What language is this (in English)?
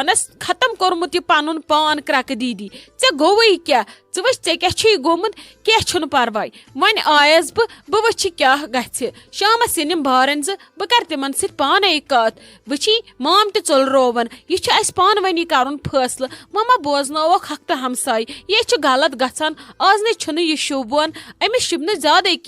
Kashmiri